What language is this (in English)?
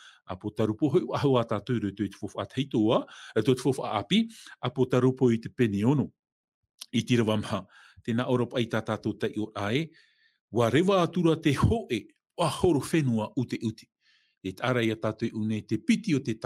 Tahitian